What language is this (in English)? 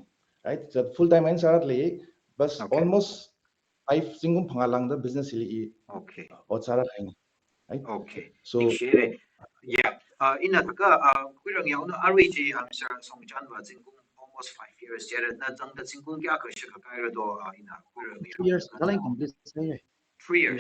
Tangkhul Naga (India)